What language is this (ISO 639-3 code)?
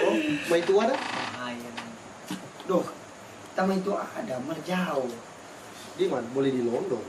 xmm